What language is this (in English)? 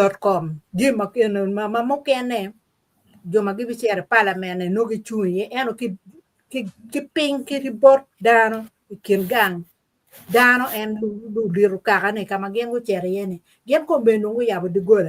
Acoli